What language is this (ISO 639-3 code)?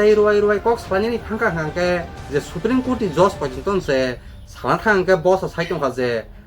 trp